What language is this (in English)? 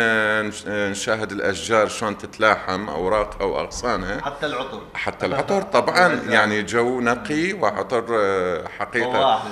Mesopotamian Arabic